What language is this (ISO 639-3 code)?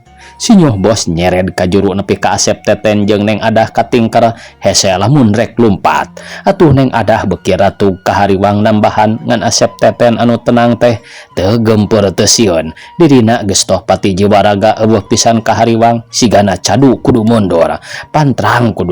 sun